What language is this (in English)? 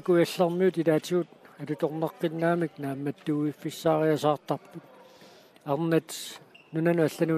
Kalaallisut